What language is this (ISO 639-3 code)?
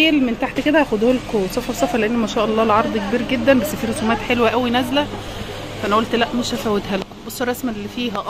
arz